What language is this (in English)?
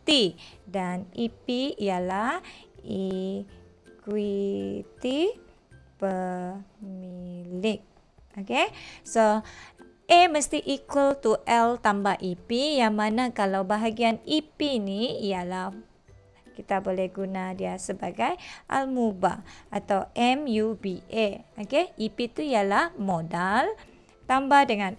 Malay